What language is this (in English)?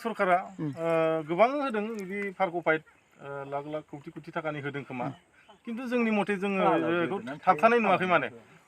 Bodo